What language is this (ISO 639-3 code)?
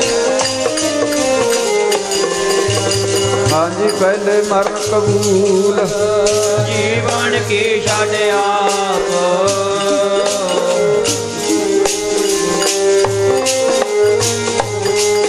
pan